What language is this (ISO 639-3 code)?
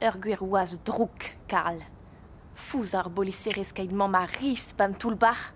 bre